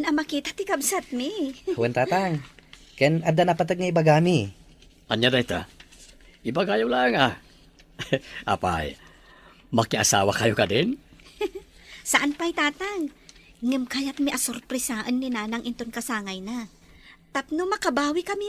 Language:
Iloko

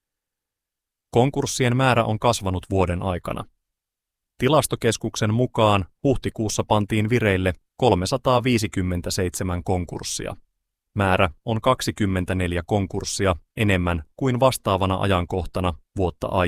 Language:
Finnish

